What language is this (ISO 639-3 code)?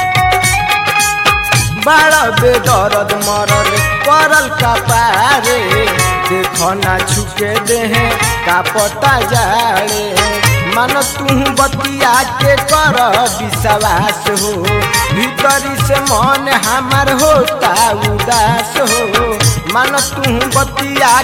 bho